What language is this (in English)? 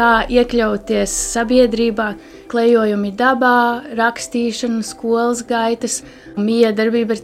Latvian